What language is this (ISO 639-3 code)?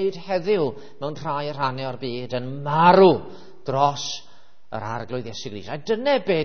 cym